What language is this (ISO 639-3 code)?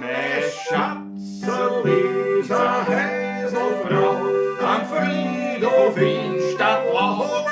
bar